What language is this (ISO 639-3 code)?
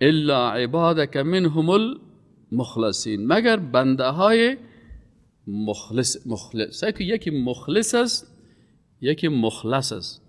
fas